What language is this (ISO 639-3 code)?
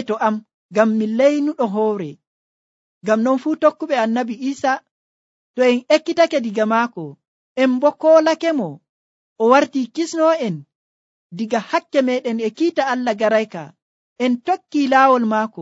fuv